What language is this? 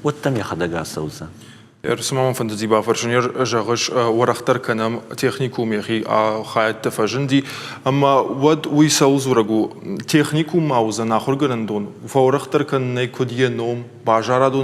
Ossetic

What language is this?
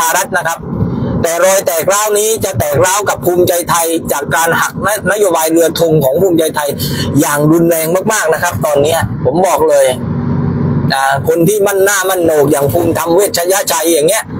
Thai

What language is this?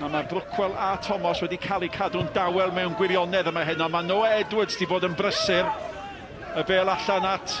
Welsh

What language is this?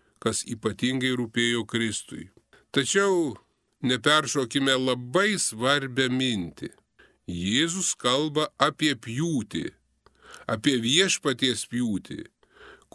Lithuanian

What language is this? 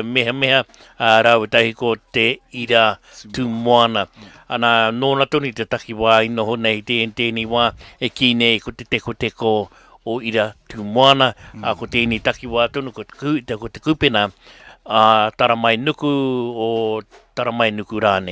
Māori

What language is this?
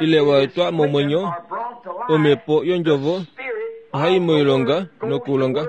Kuanyama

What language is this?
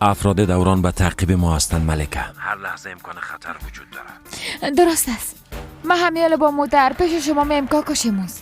Persian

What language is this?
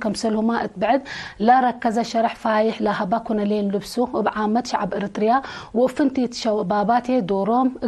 Tigre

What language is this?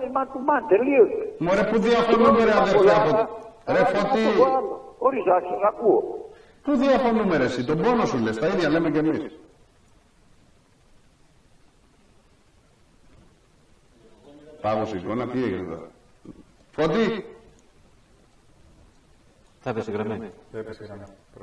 Greek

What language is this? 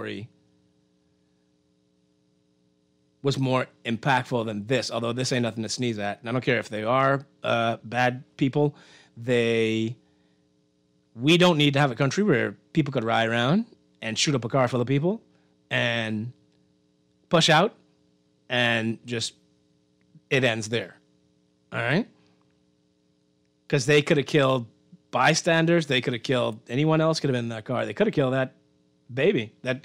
English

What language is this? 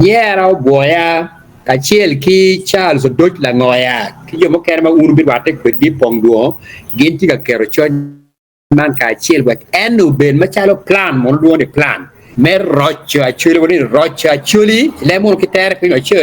Acoli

